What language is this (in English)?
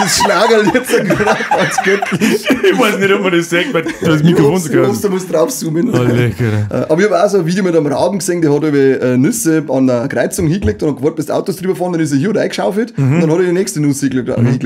Bavarian